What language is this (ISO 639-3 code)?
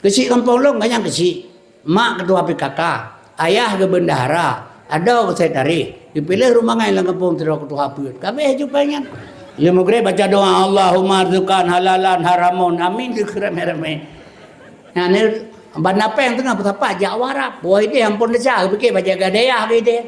ace